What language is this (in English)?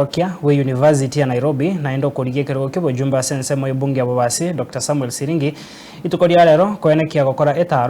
Gusii